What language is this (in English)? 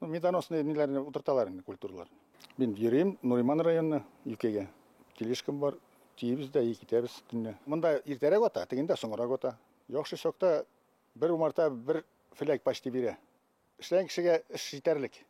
Bashkir